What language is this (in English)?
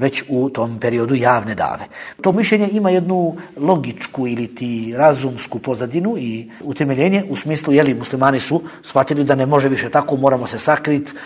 Bosnian